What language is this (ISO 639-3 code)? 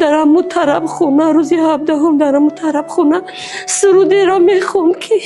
tgk